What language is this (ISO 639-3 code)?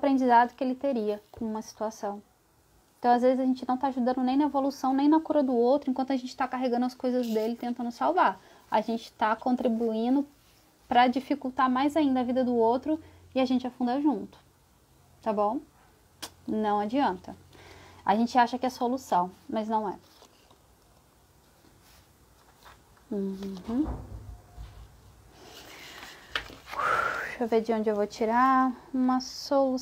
por